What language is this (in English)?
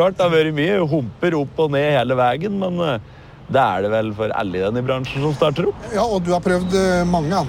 Norwegian